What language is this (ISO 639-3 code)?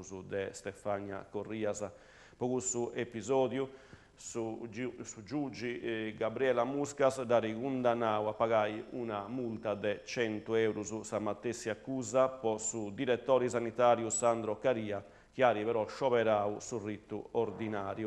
srd